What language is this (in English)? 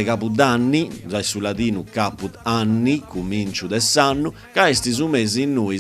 Sardinian